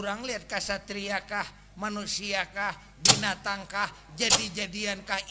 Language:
Banjar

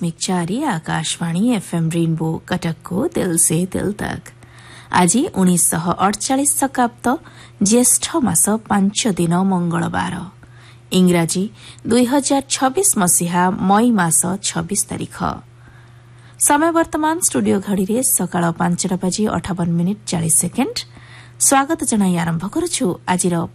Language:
Odia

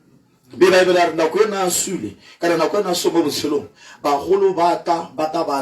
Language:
Tswana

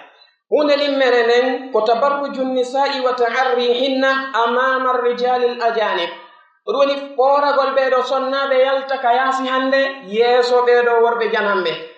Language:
Pular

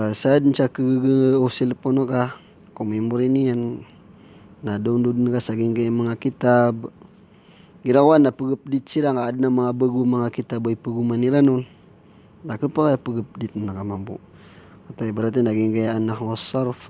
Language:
Maranao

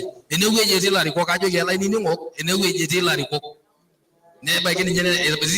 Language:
Masai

